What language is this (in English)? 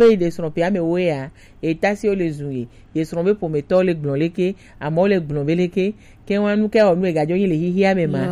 Gen